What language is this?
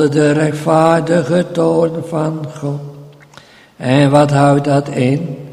Dutch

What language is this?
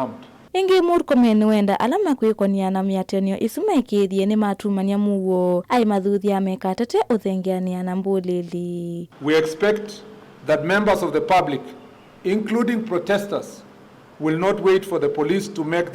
Kamba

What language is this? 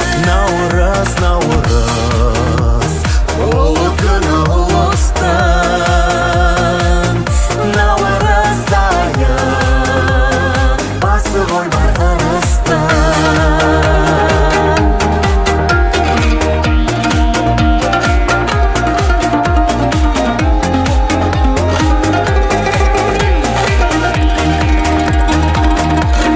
Kazakh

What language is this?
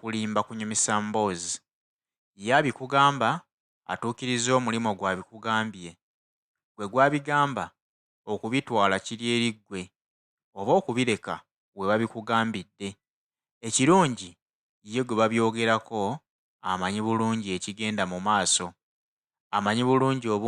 Ganda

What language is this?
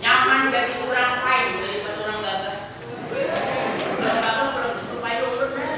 Banjar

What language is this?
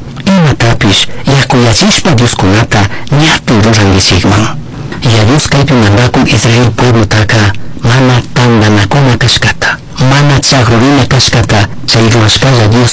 Chimborazo Highland Quichua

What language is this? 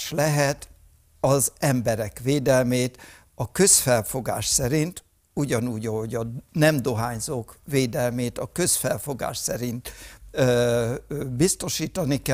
Hungarian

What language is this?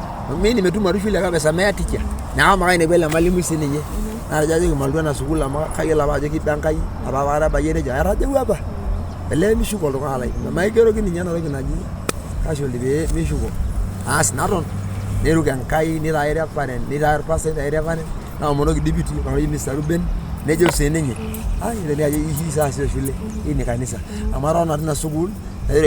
Masai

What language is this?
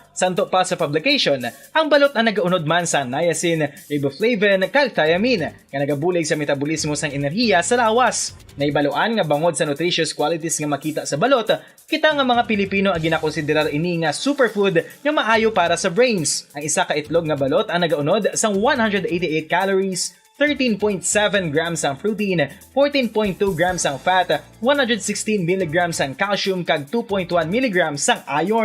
Hiligaynon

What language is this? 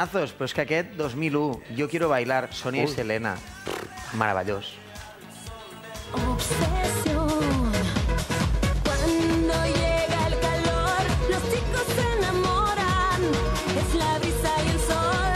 Catalan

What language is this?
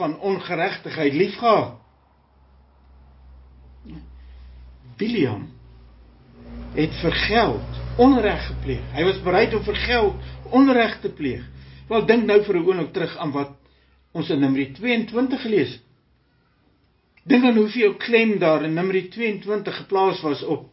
Afrikaans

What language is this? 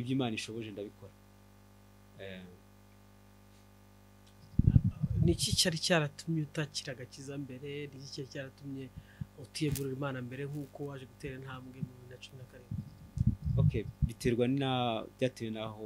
Kinyarwanda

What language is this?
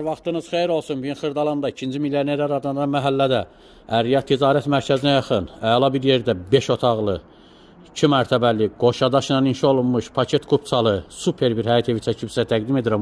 Azerbaijani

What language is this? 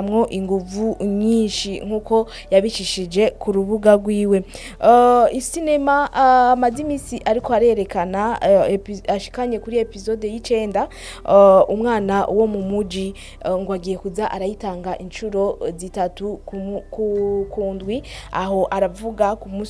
Rundi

